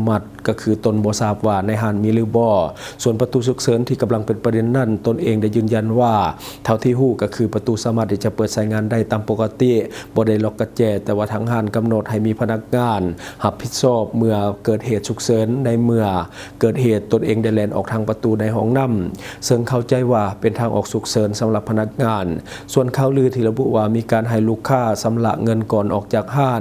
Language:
Lao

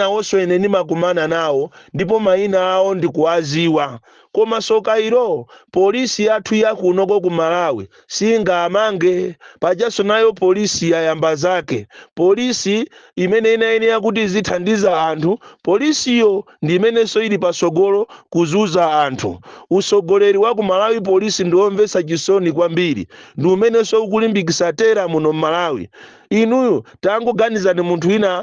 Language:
Nyanja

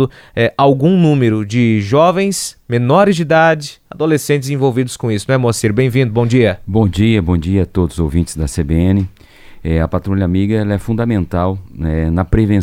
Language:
Portuguese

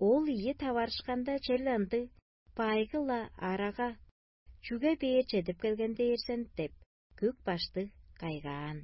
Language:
Tuvinian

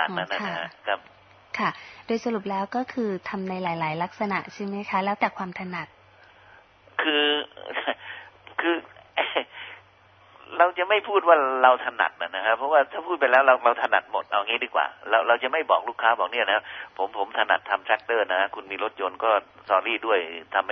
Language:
Thai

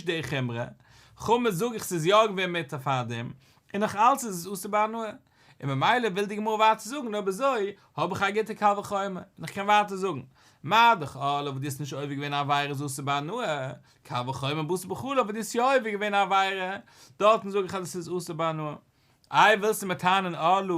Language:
Yiddish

